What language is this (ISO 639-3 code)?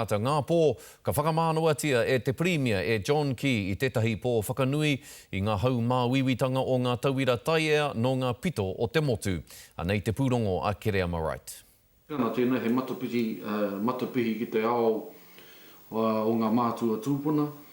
mri